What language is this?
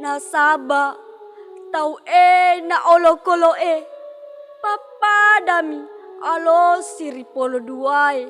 Buginese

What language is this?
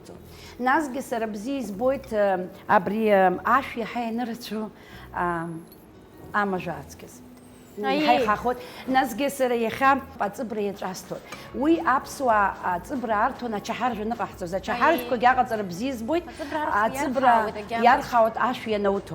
Abkhazian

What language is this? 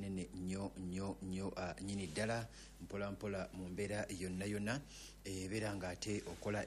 Ganda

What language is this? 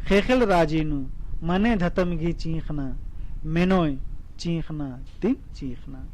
Kurukh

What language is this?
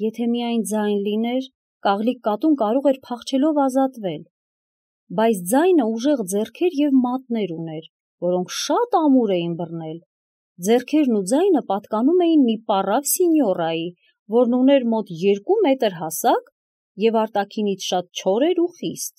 Armenian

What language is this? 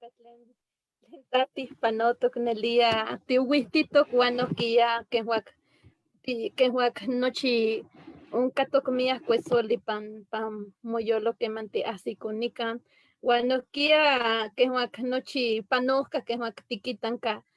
Eastern Huasteca Nahuatl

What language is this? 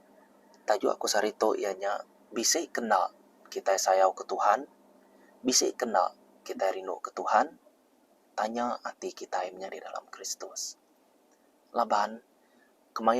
Iban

